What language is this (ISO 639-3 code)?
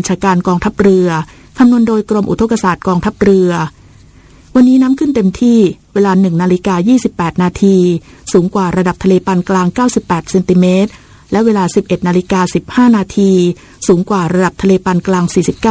tha